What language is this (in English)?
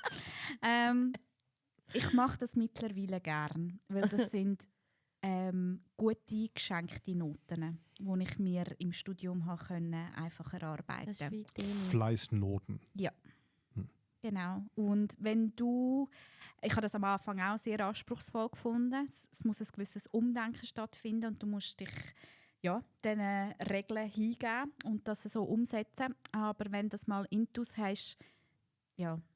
Swiss German